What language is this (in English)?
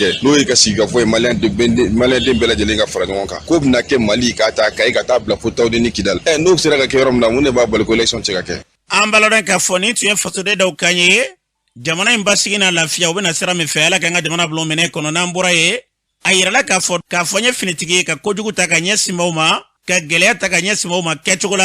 Bambara